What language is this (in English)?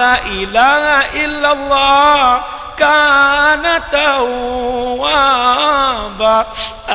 Achinese